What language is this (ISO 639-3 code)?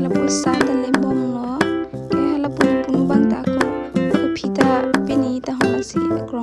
mjw